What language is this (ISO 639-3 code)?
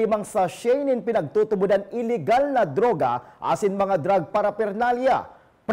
bik